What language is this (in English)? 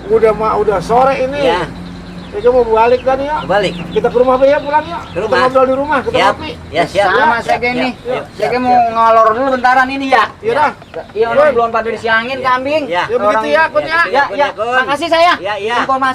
Betawi